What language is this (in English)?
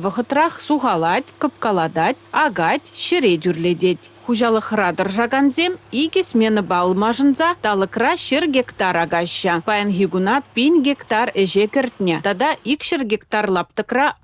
Chuvash